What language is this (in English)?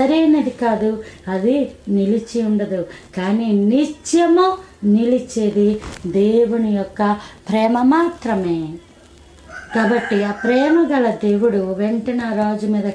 Telugu